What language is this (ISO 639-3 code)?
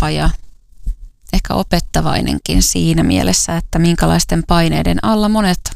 fin